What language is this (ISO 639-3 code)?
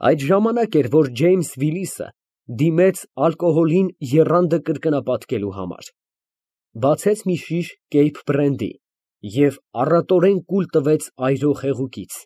hye